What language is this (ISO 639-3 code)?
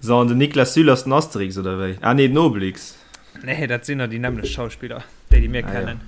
ltz